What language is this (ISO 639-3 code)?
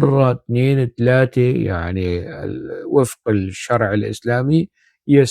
apc